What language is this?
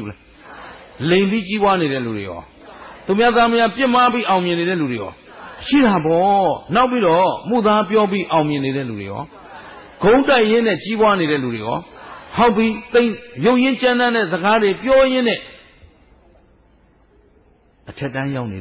Burmese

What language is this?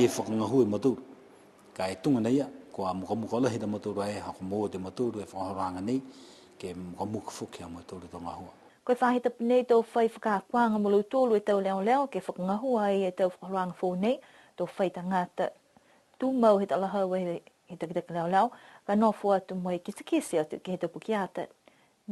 Niuean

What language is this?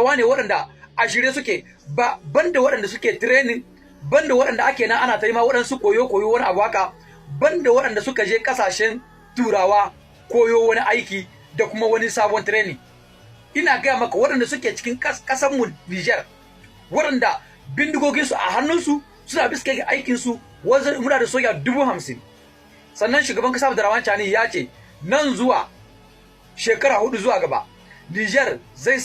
Hausa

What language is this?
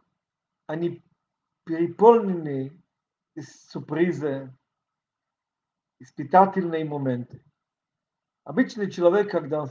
Russian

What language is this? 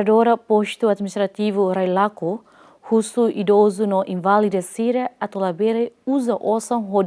Tetum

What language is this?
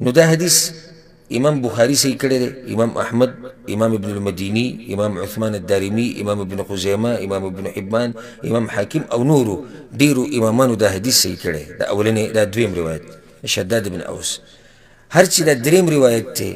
Pashto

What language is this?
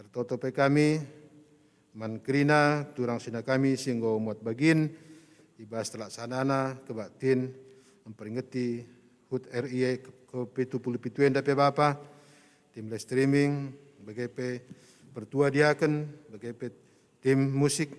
Batak Karo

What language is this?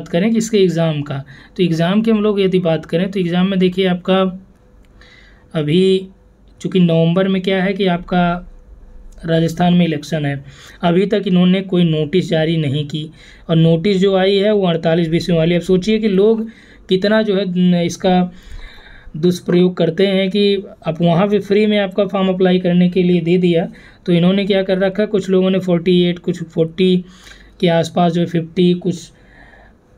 Hindi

